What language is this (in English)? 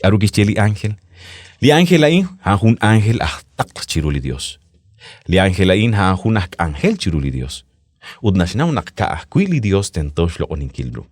Kekchí